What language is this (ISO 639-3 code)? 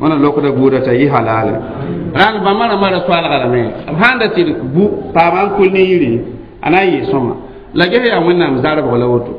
mos